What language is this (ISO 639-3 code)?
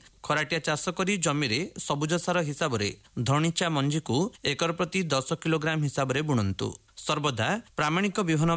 ori